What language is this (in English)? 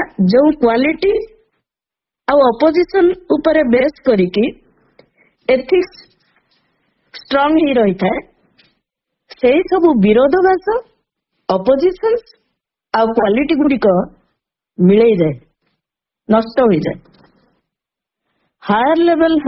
Odia